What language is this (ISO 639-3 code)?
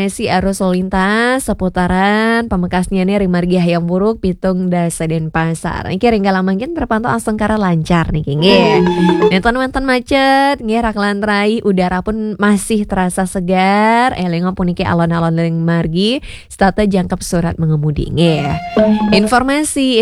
ban